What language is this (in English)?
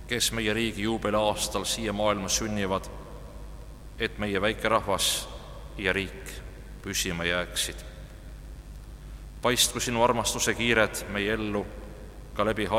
Estonian